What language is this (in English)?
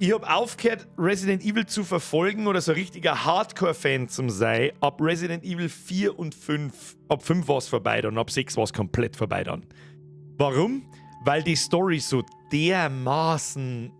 Bavarian